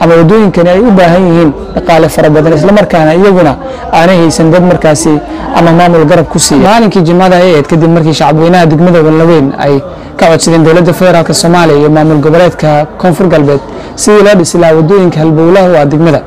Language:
Somali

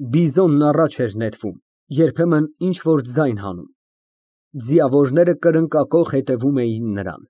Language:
Armenian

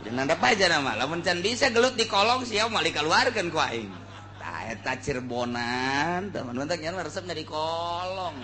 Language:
Sundanese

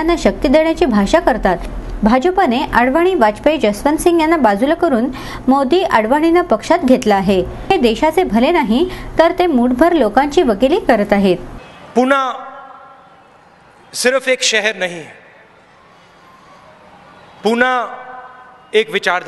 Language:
Marathi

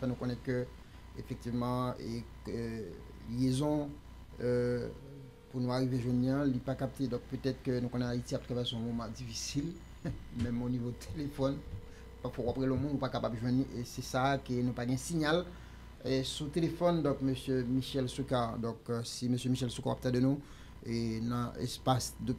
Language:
French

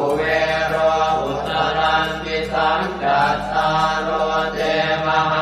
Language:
Pali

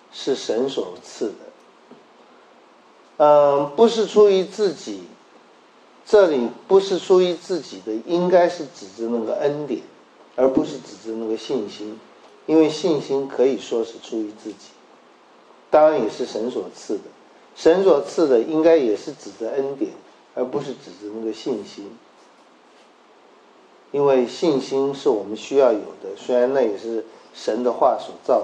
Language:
Chinese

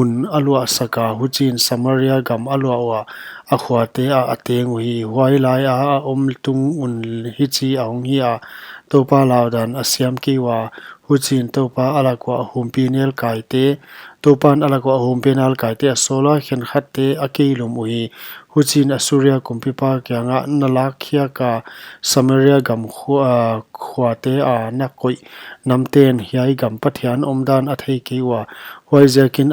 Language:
Paite Chin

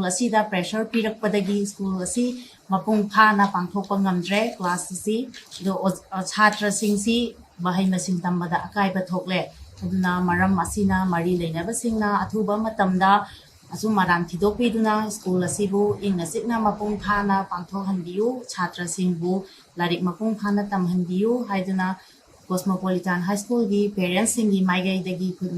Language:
Manipuri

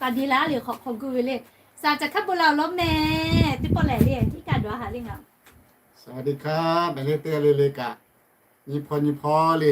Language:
Lahu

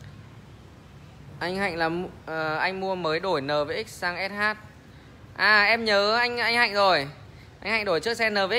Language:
Vietnamese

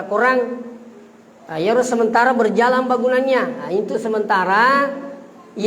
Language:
Buginese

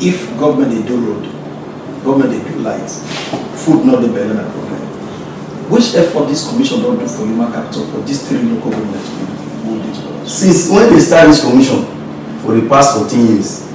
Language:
Nigerian Pidgin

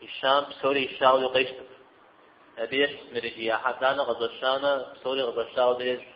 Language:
Kabardian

